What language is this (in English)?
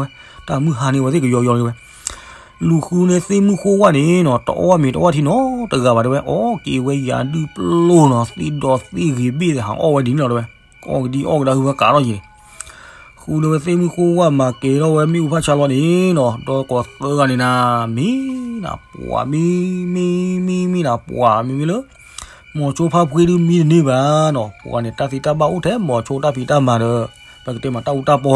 S'gaw Karen